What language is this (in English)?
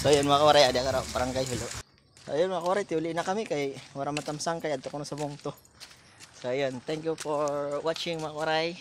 Waray